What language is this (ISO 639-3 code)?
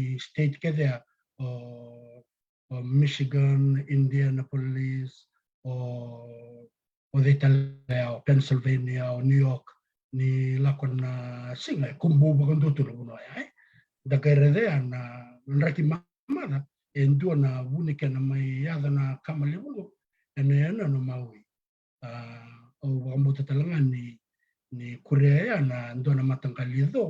fij